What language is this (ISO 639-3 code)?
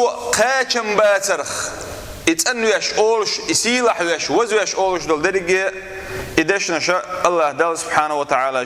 che